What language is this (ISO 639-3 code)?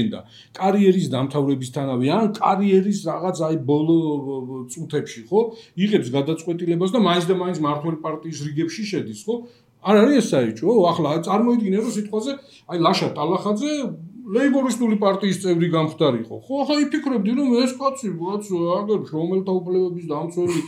kat